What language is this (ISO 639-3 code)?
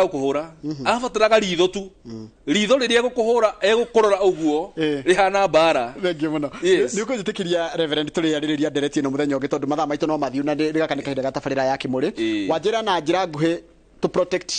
kik